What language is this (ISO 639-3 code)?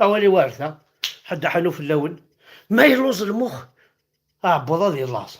kab